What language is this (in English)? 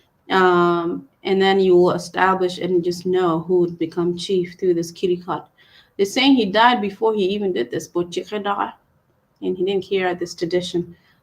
Acoli